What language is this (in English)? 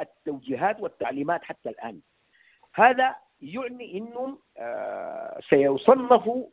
Sudanese Arabic